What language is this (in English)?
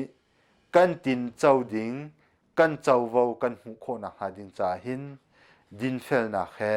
Hakha Chin